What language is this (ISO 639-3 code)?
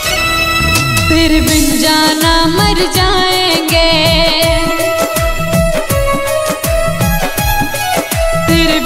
hin